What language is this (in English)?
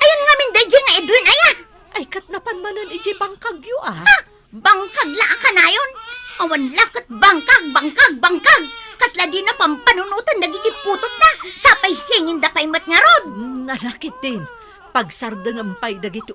Iloko